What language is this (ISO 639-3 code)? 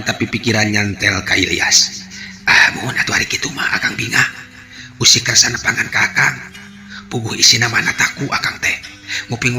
sun